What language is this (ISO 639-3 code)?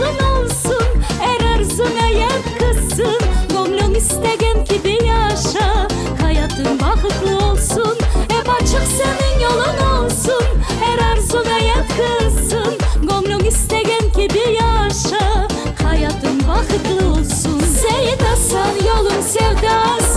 crh